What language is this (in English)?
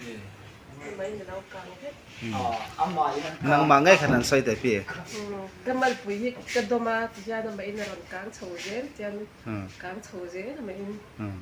Hmar